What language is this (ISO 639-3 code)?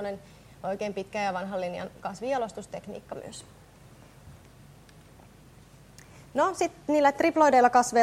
fin